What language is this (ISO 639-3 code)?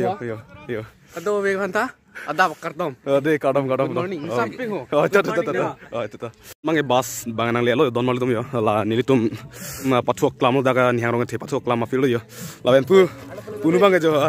mjw